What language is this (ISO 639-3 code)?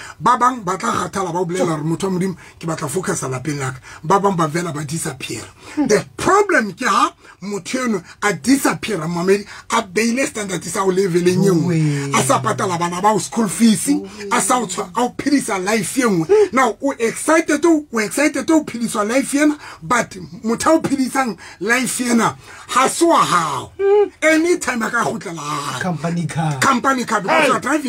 sot